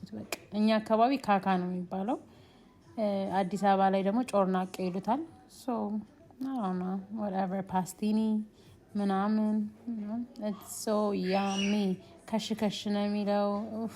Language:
Amharic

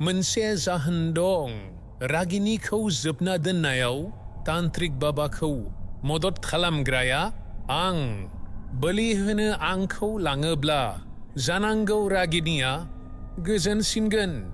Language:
Bodo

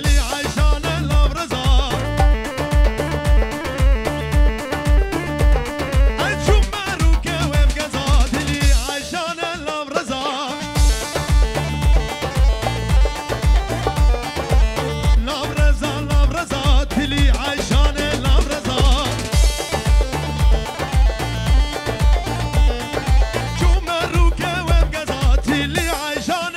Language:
Kurdish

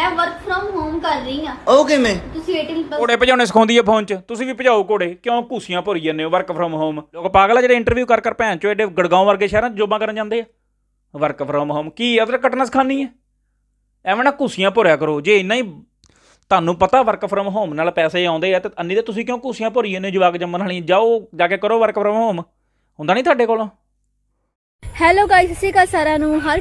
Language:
Punjabi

